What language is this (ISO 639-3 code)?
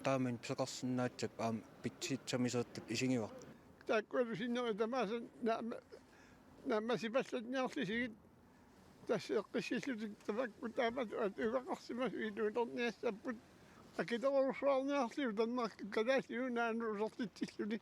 kal